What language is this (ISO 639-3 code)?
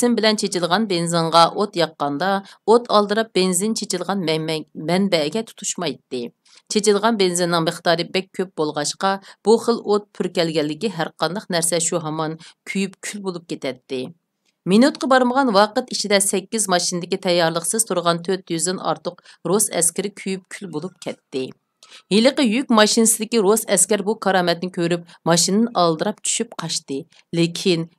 uig